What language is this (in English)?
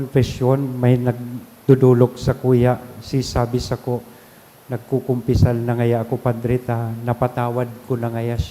Bikol